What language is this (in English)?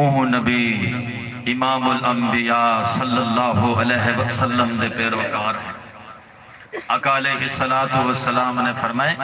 Saraiki